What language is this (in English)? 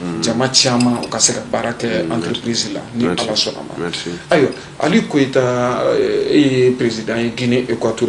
Bambara